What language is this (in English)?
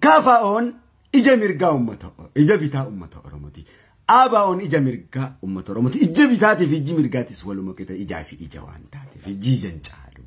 Oromo